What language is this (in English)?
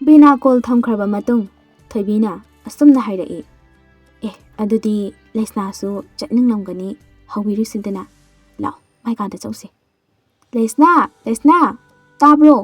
Manipuri